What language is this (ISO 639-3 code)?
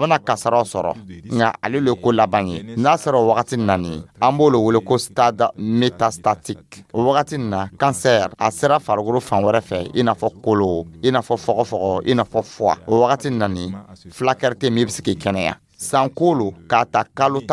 dyu